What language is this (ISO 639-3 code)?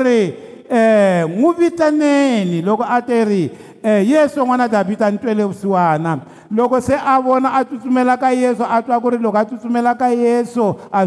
tso